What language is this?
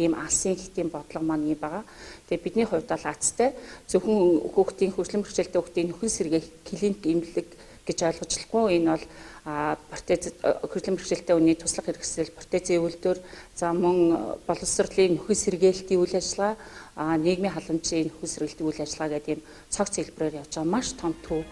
Mongolian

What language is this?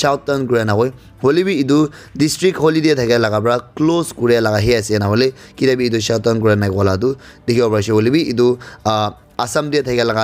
Naga Pidgin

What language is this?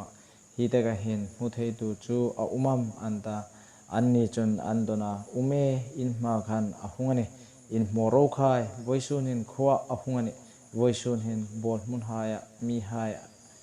Hmar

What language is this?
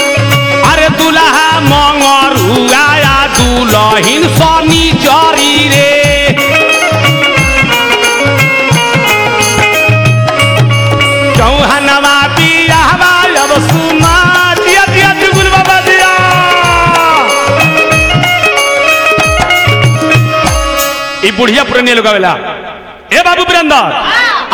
Bhojpuri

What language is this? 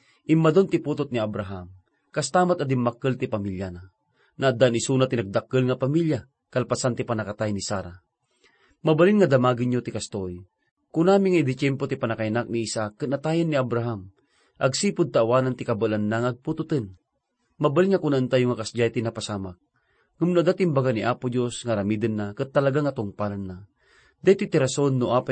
Iloko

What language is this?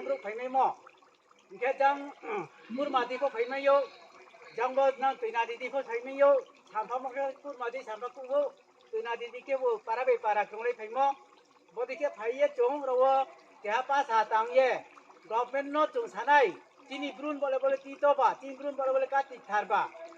Riang (India)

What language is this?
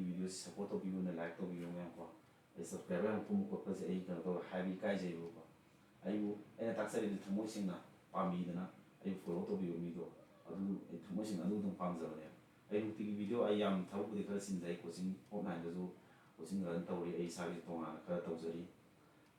Manipuri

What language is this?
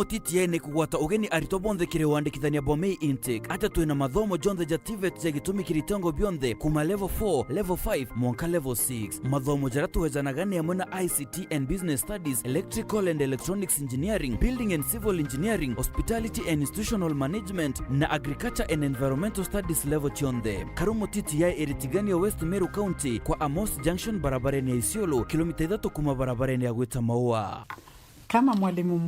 Meru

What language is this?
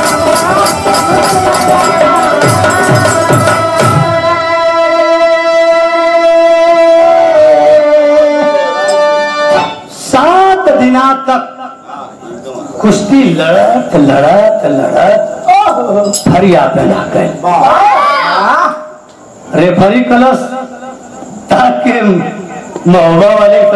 Bhojpuri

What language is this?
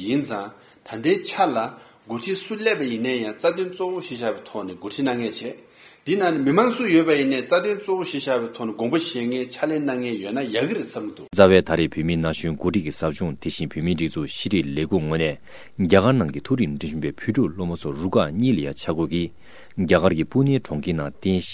Tibetan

